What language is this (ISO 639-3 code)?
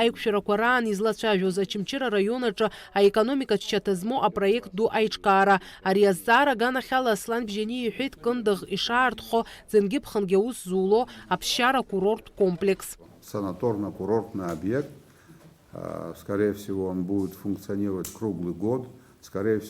abk